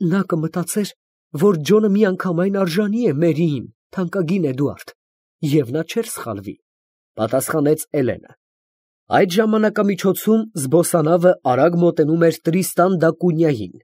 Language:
Armenian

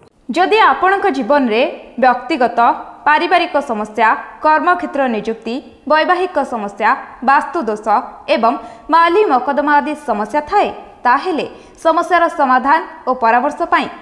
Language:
Odia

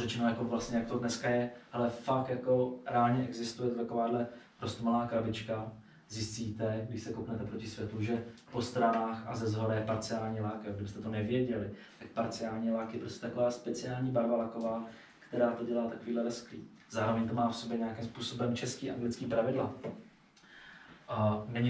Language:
Czech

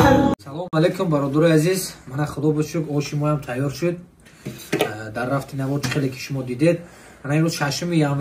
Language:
Tajik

